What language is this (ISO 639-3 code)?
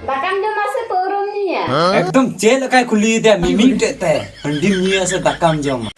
sat